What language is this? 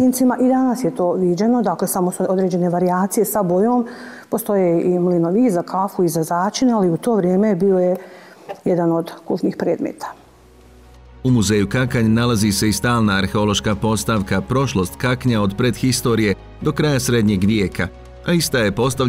Bosnian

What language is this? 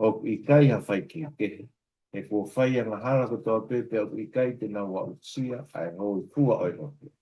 Tongan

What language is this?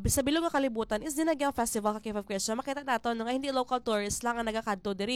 Hiligaynon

